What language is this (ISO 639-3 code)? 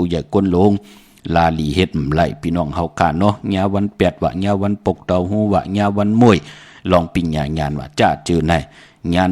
shn